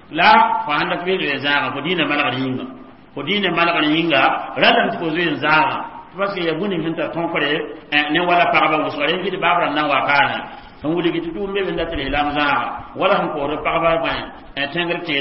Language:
Mossi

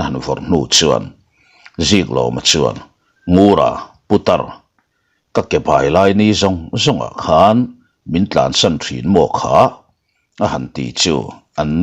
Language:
Mizo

